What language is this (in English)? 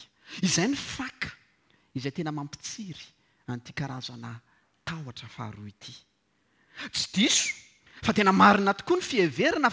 Malagasy